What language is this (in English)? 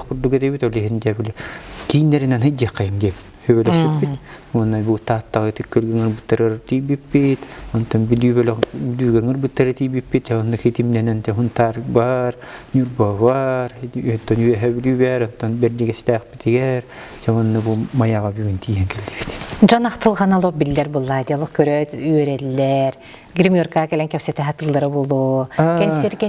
Yakut